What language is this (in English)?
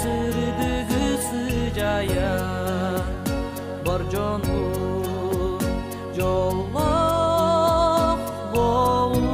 Yakut